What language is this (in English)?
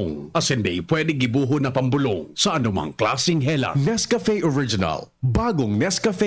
Bikol